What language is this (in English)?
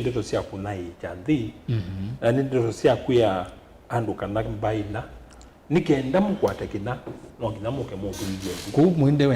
Kamba